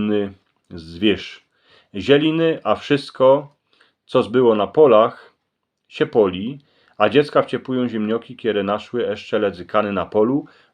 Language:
Silesian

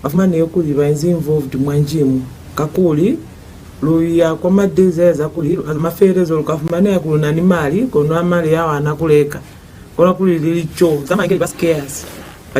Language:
Lozi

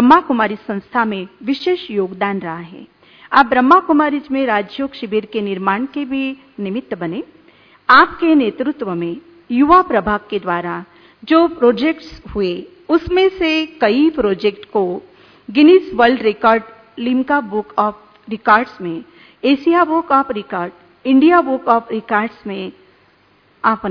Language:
Hindi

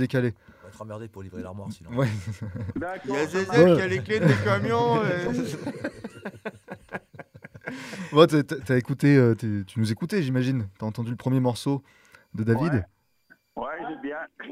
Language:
French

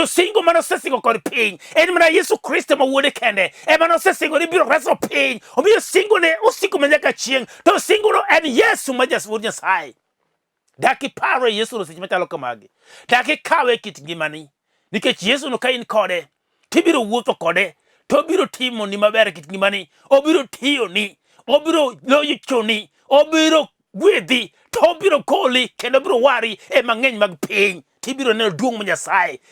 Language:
Luo (Kenya and Tanzania)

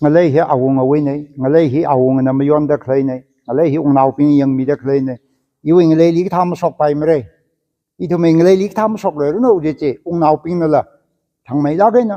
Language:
Tangkhul Naga (India)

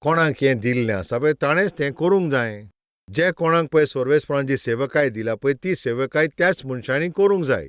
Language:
Konkani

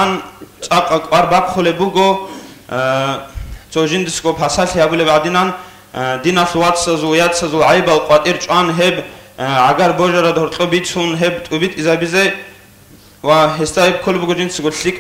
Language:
Avaric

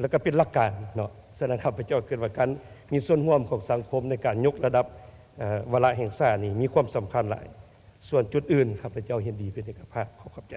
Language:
Lao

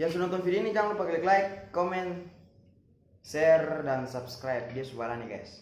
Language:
Ambonese Malay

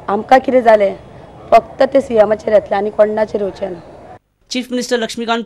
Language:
Konkani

